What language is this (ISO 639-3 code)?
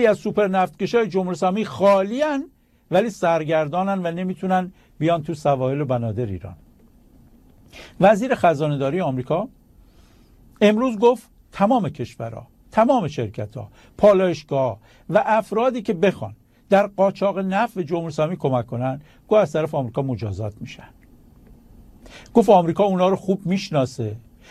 fas